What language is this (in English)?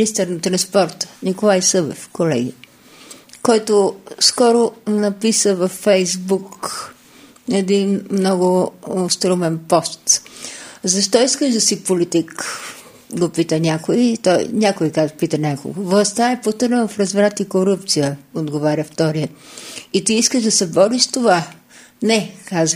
Bulgarian